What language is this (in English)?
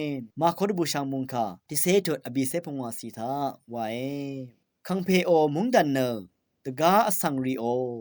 Rawang